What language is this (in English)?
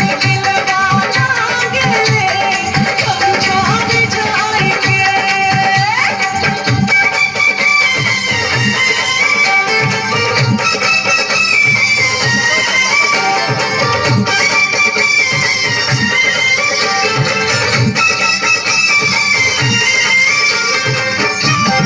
Bhojpuri